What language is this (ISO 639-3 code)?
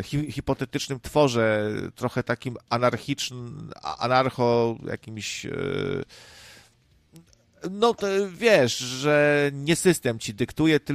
pol